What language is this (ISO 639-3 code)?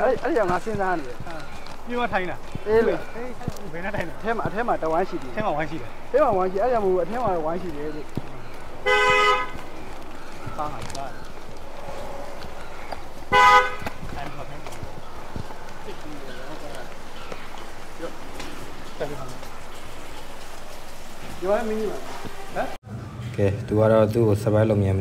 mya